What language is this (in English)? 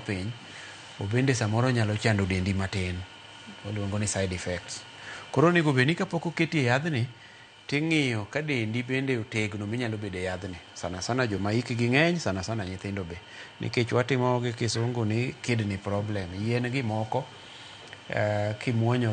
Luo (Kenya and Tanzania)